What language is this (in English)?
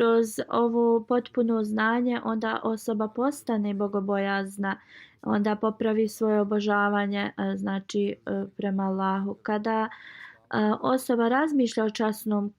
Bosnian